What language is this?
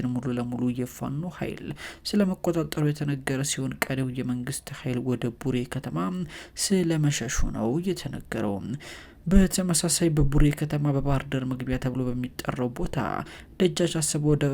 Amharic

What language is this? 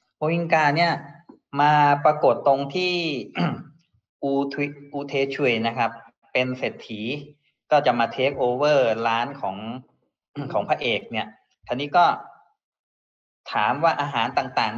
Thai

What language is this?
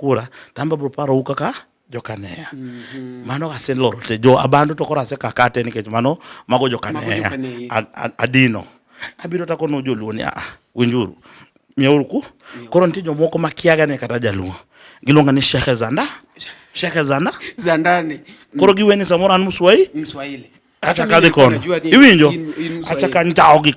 Luo (Kenya and Tanzania)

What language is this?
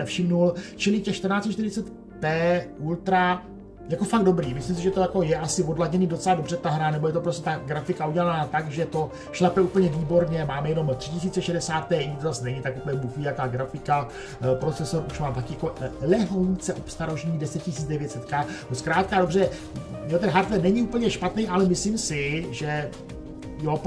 Czech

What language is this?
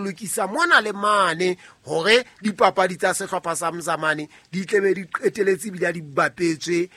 Southern Sotho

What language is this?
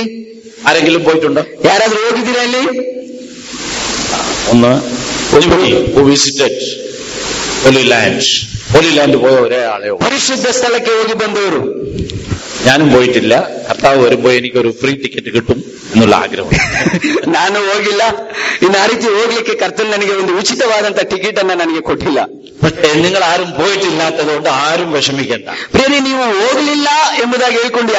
Malayalam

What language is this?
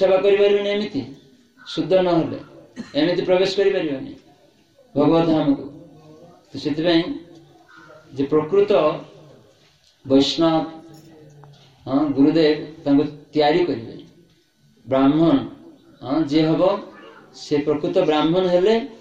Odia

